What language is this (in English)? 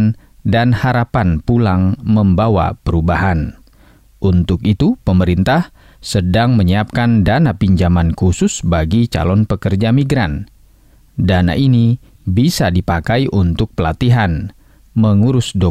Indonesian